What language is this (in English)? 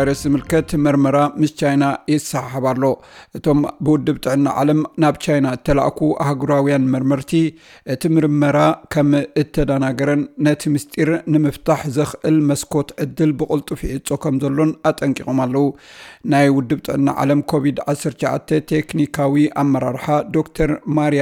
Tigrinya